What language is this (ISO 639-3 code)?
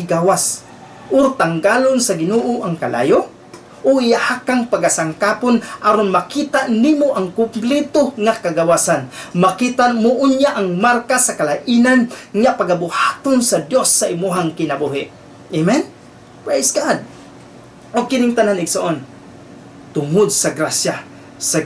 ceb